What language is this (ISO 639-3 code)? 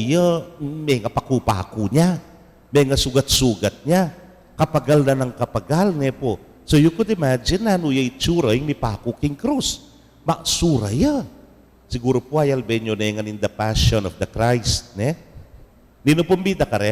pam